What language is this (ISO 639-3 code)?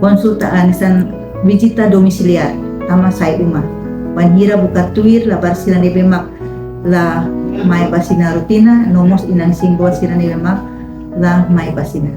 tet